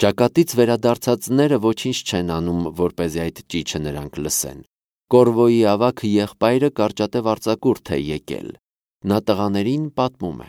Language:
Armenian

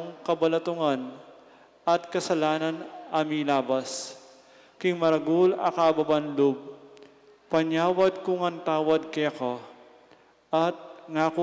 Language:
Pampanga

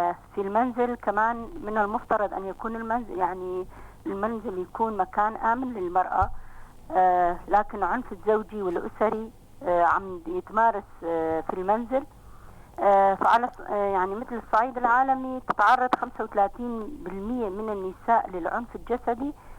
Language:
North Levantine Arabic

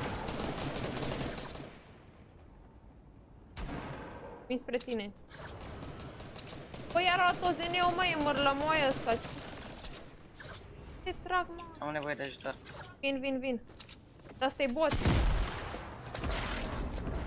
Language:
Romanian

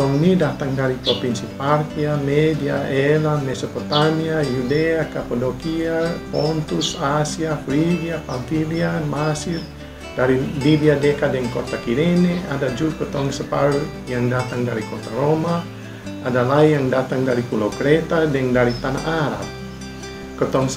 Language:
Kupang Malay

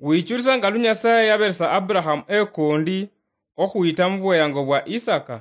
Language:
Luyia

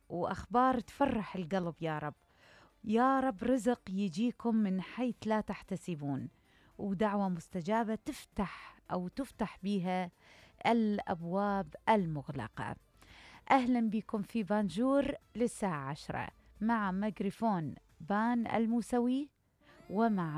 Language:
Mesopotamian Arabic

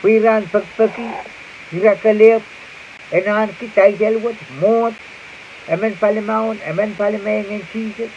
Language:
Pohnpeian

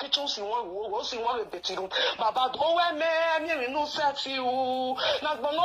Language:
Nigerian Pidgin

